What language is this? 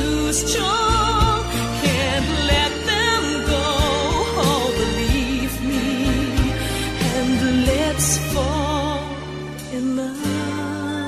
English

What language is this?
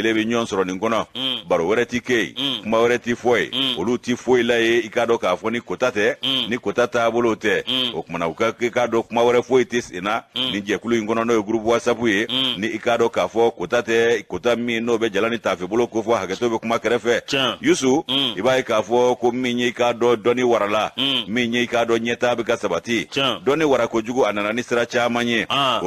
Bambara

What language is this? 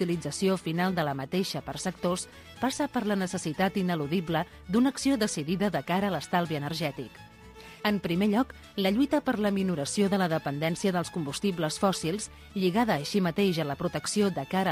Catalan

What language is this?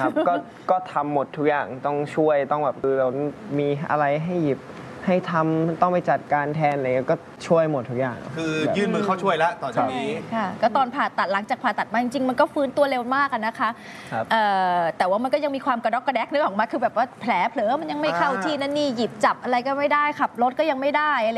Thai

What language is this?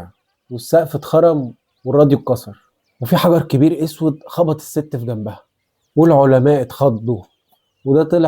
Egyptian Arabic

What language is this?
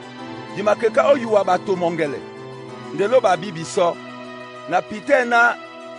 Duala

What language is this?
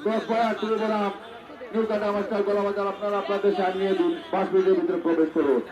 Sylheti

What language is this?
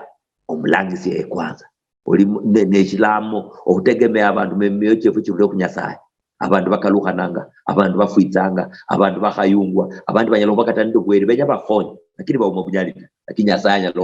Luyia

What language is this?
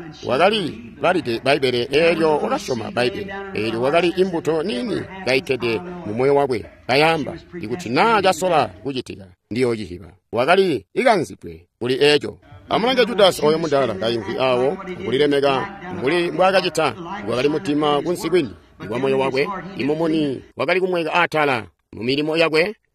Tonga (Zambia)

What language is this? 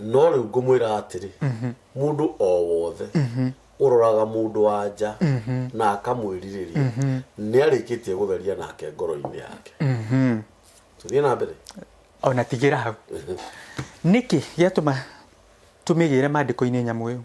Kikuyu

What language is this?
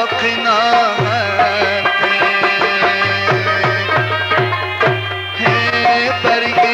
Persian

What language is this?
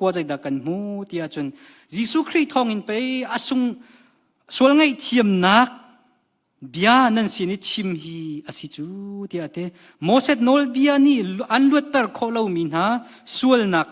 Hakha Chin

